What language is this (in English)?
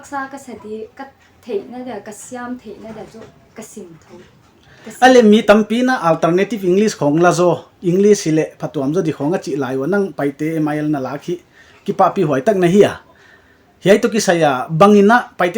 Paite Chin